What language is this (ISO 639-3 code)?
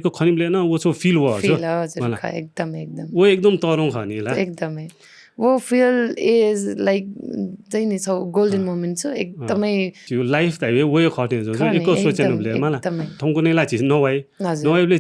new